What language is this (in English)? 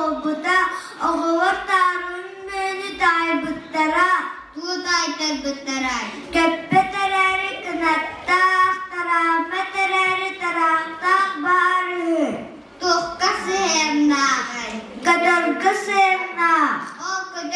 Yakut